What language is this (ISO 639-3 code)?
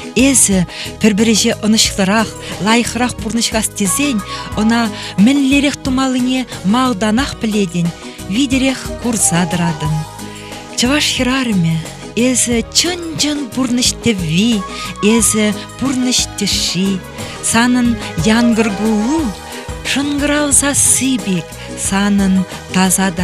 chv